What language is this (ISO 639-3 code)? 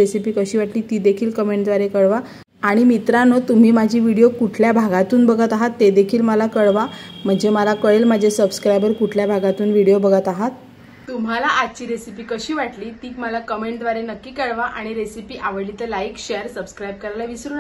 mar